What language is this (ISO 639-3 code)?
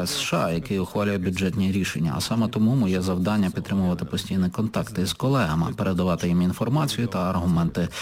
ukr